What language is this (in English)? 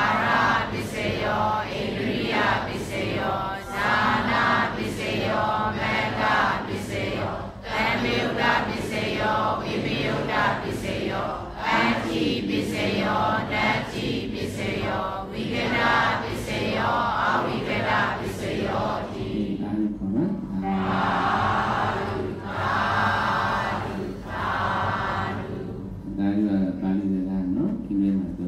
Burmese